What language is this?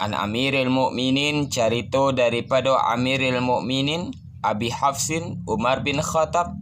Minangkabau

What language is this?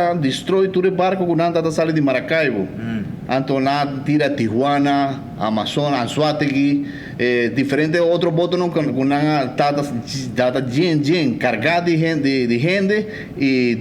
Papiamento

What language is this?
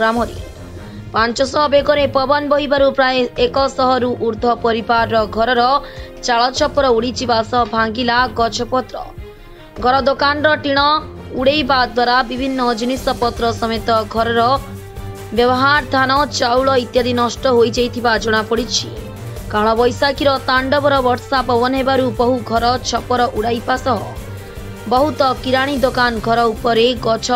Odia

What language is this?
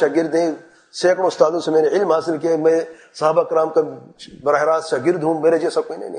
Urdu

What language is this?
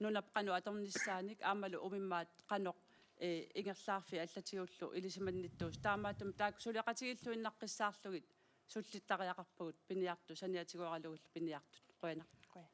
Kalaallisut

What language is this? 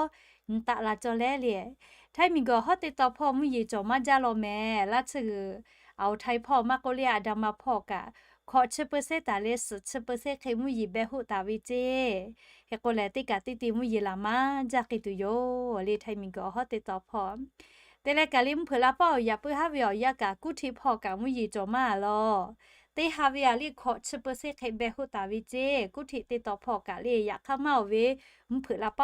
Lahu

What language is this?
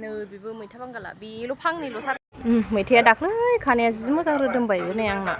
Bodo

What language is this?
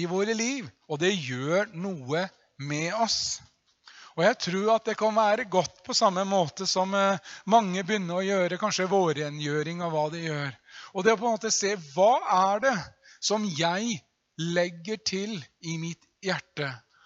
Norwegian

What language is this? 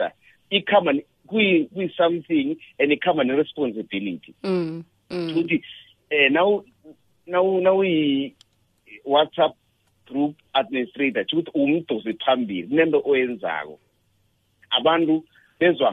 South Ndebele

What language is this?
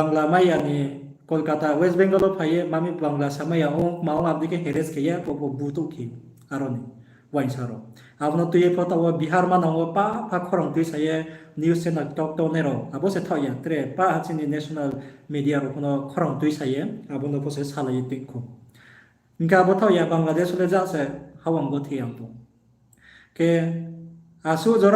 Riang (India)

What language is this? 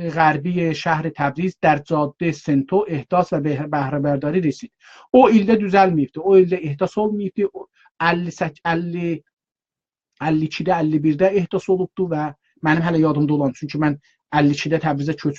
South Azerbaijani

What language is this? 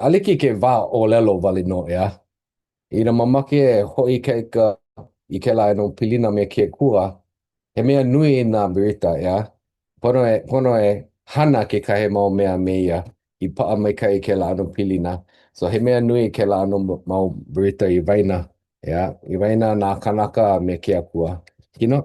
Hawaiian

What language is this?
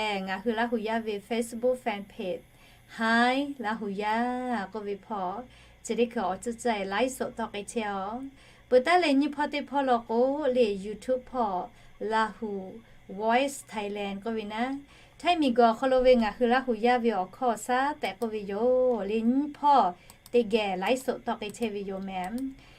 Lahu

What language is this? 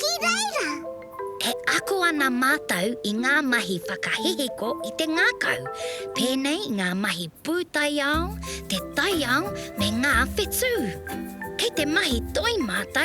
Māori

